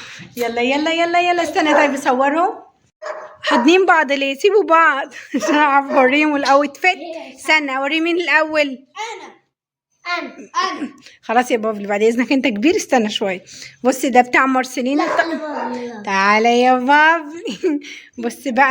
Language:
Egyptian Arabic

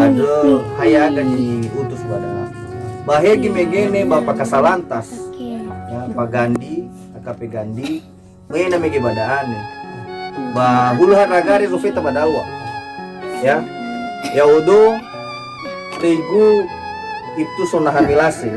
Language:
Nias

